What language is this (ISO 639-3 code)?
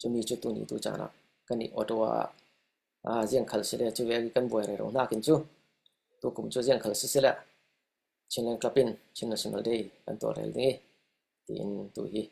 cfm